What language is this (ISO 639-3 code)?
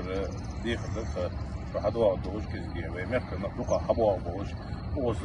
inh